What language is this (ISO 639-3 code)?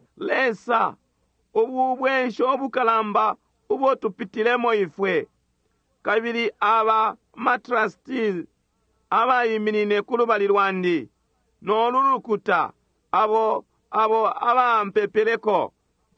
bem